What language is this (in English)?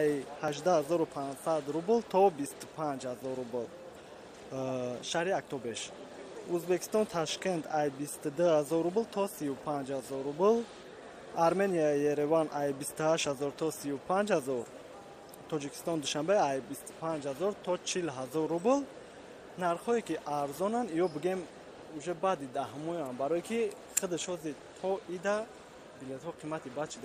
Tajik